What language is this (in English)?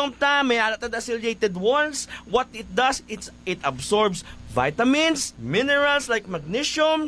Hiligaynon